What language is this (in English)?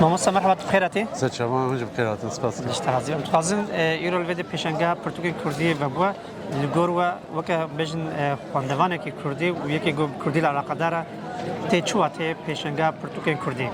Kurdish